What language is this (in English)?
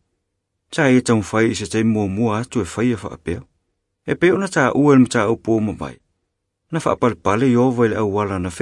Samoan